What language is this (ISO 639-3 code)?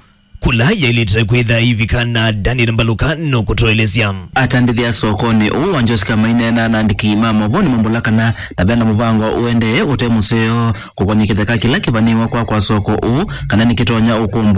kam